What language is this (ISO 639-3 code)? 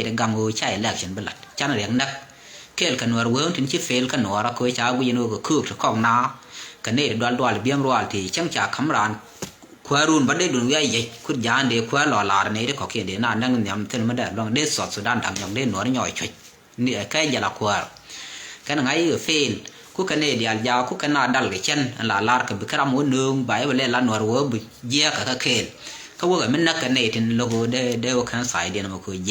nus